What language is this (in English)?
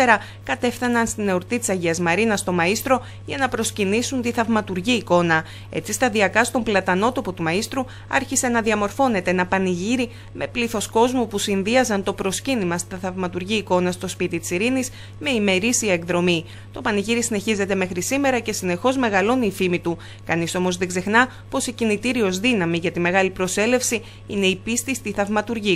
Greek